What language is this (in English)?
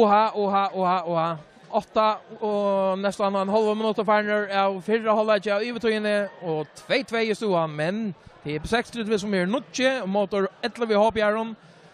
Faroese